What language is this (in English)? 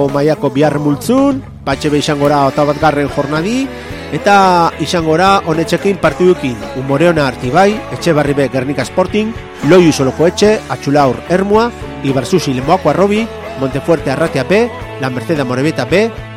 Basque